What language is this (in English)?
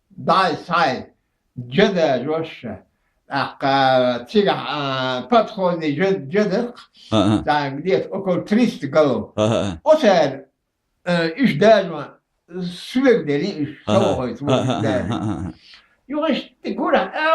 Chechen